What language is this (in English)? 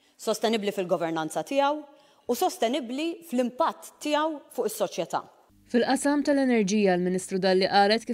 Maltese